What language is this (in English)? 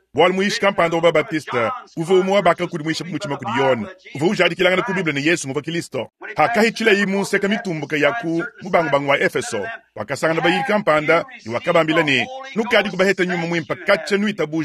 Luba-Lulua